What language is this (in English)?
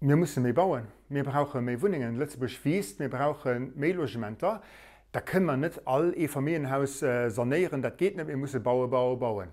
Luxembourgish